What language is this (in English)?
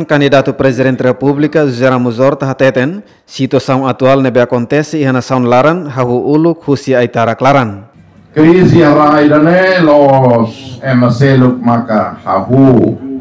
Tetum